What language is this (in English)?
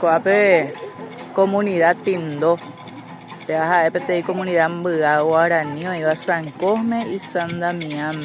Guarani